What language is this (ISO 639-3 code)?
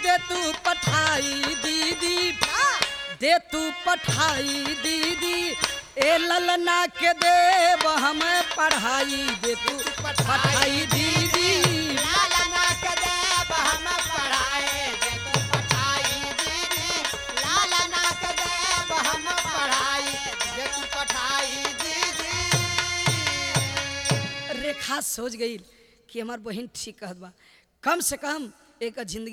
bho